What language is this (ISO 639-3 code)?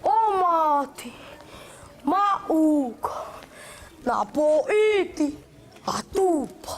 mqm